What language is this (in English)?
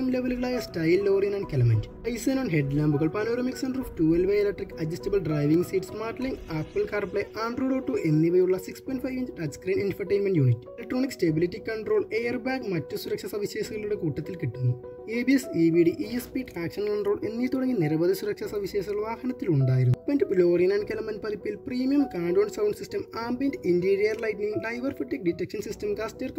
Malayalam